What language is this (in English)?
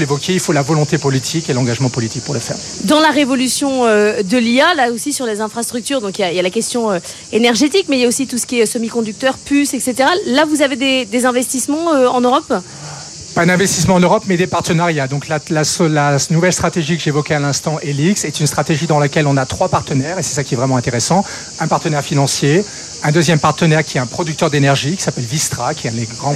French